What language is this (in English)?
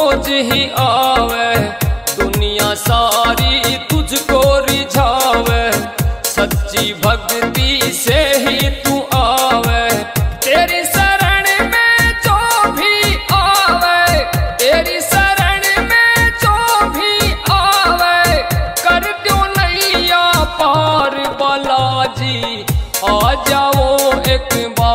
Haryanvi